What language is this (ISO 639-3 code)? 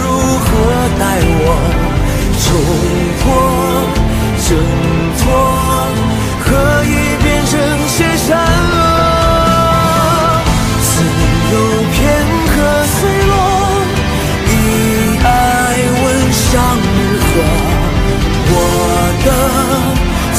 zho